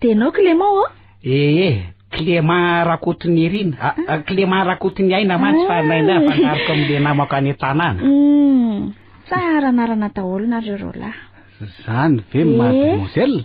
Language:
Malagasy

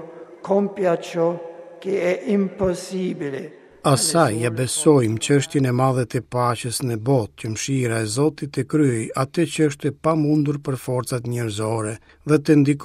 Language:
Albanian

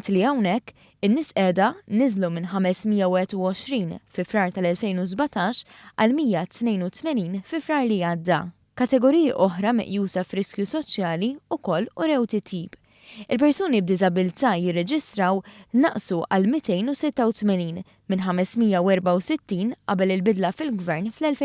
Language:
Maltese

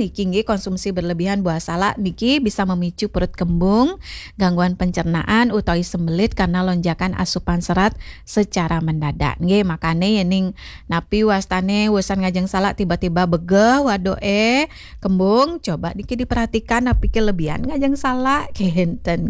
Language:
Balinese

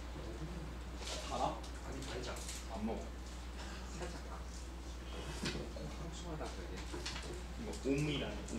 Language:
Korean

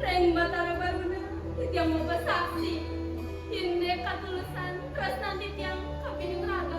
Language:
Balinese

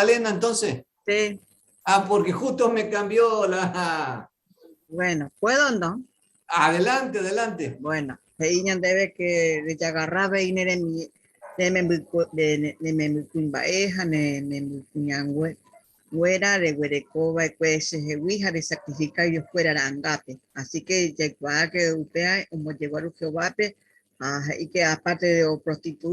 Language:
Guarani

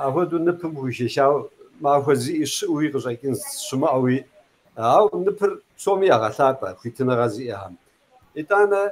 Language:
Kabardian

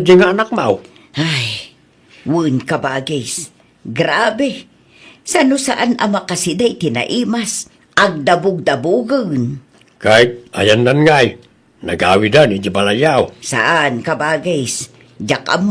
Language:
Iloko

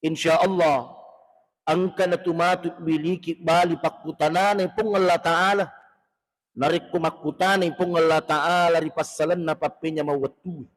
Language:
Buginese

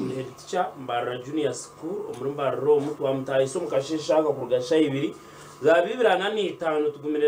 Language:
Nyankole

